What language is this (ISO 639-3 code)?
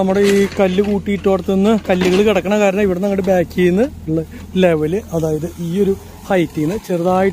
mal